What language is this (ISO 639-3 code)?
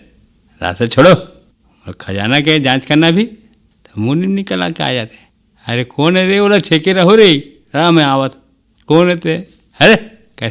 hne